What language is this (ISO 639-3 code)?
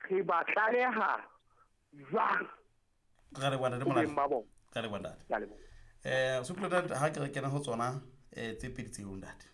sot